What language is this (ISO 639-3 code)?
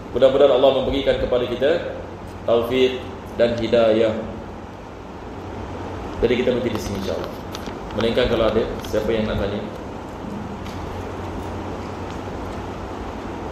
msa